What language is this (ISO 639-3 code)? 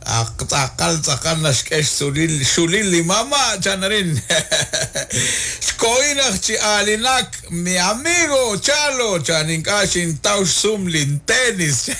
kek